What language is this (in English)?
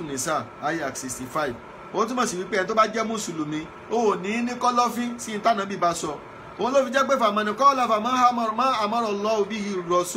Yoruba